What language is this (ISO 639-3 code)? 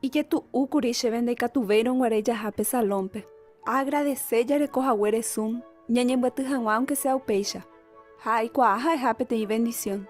grn